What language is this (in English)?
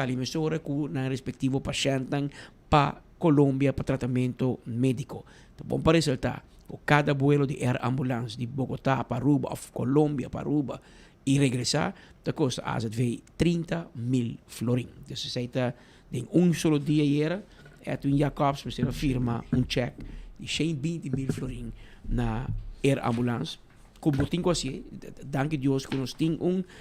Papiamento